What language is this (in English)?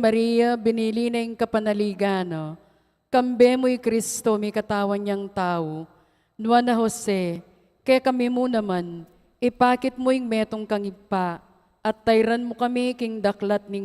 Pampanga